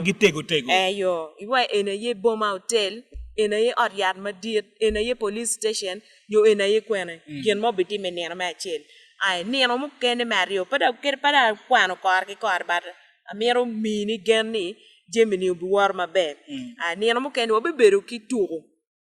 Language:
Acoli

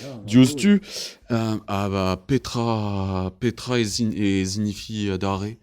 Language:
Breton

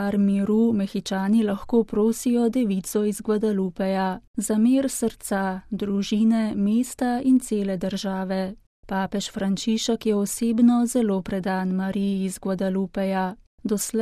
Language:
Slovenian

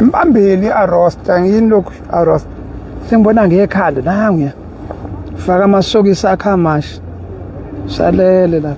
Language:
Zulu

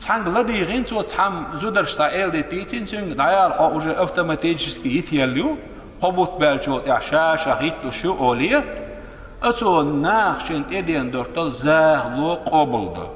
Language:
Chechen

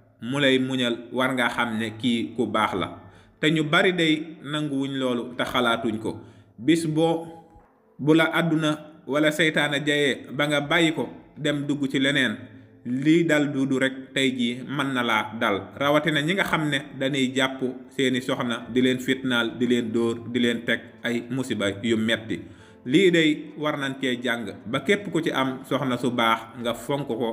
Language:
Wolof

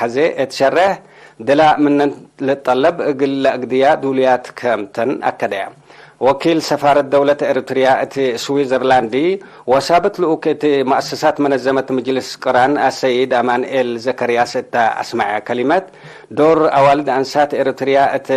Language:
Tigre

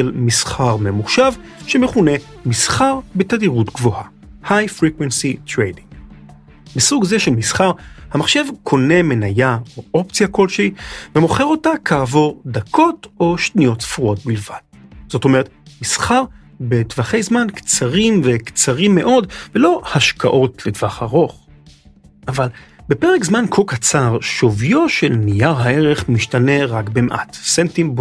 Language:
Hebrew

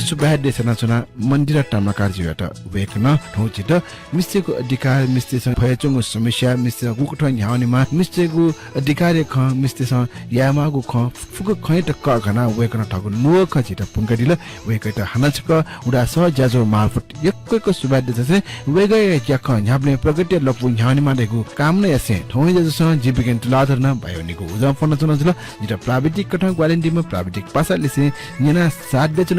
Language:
Newari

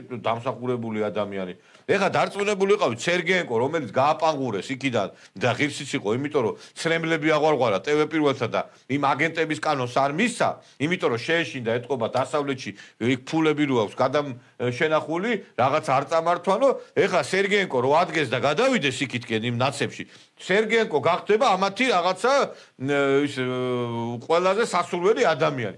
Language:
Georgian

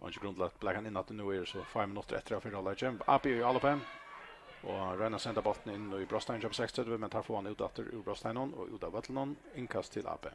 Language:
Faroese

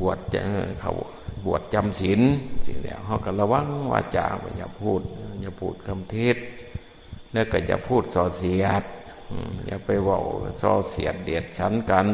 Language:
Northeastern Thai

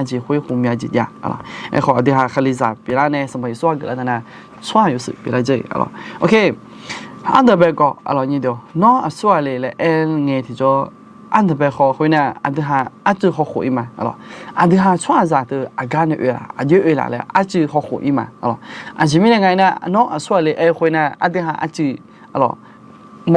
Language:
Akha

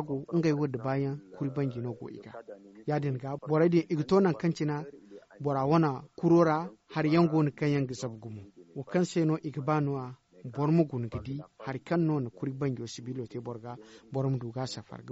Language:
Zarma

